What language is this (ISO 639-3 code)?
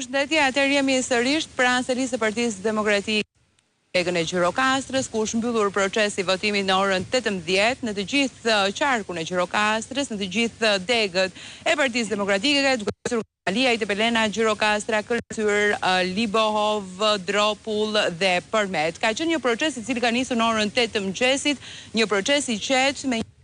sqi